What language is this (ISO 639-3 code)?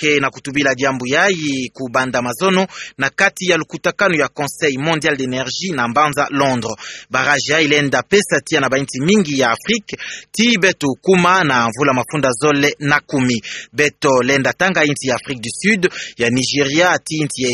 ktu